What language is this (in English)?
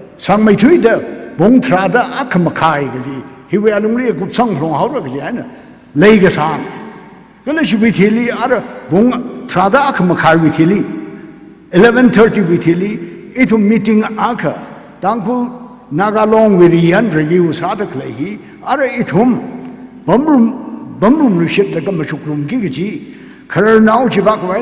Tangkhul Naga (India)